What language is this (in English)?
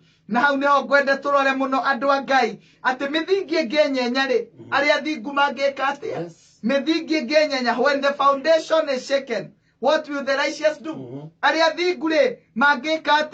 Kikuyu